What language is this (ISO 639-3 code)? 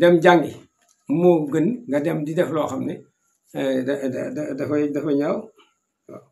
wol